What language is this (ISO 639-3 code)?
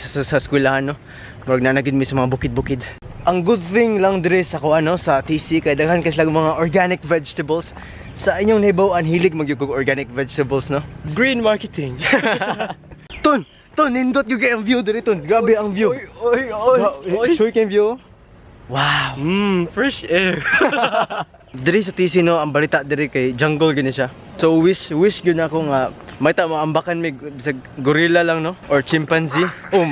ceb